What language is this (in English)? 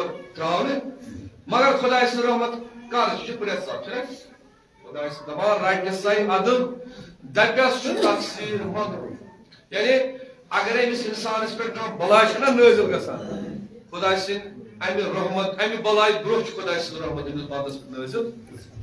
Kashmiri